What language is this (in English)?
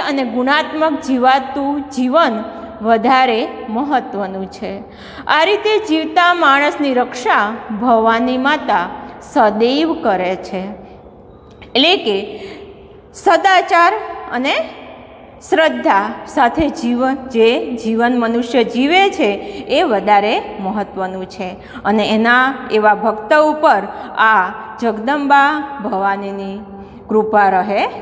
Gujarati